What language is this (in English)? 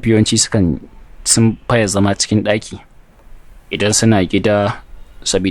Hausa